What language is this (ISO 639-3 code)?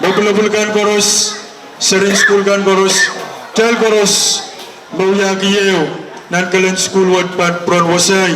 pon